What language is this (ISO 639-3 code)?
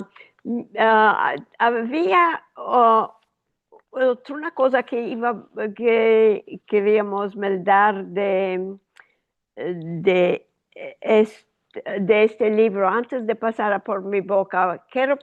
lad